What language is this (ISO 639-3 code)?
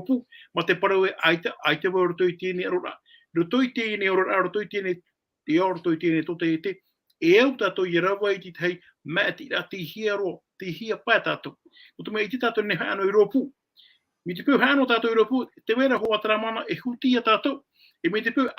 tah